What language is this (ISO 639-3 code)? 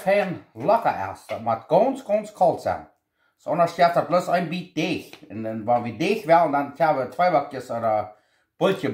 pdt